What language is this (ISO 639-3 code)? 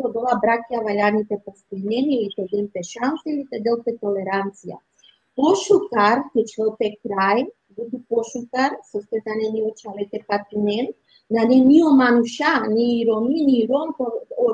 rmn